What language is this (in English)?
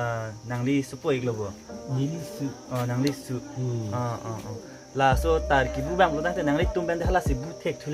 Karbi